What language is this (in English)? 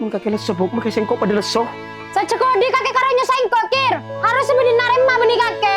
Madurese